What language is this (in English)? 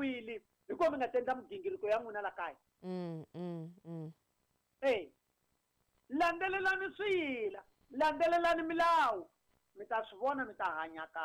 Tsonga